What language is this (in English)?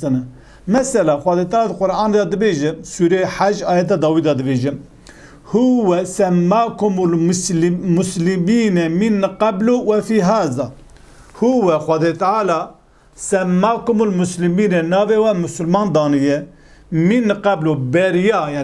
Kurdish